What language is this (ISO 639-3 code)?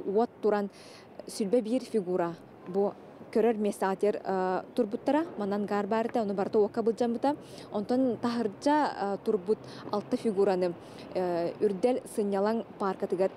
sah